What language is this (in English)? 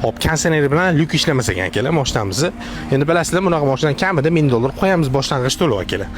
Uzbek